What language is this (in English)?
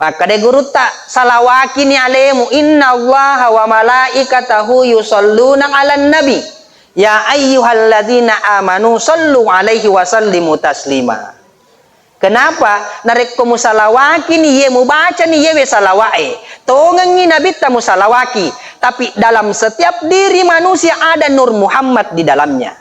Buginese